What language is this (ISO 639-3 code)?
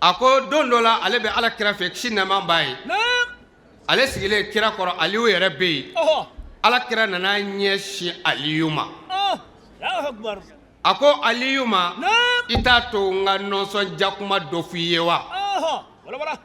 bam